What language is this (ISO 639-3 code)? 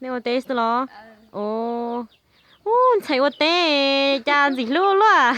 hmn